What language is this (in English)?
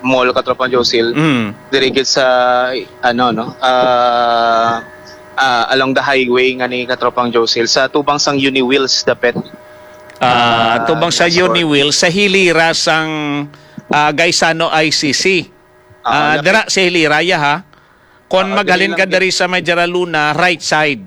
Hiligaynon